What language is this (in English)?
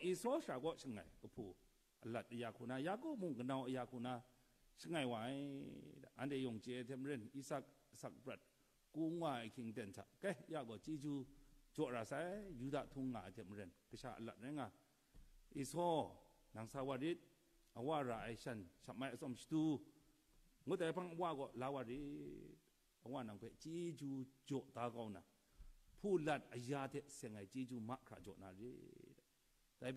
Kachin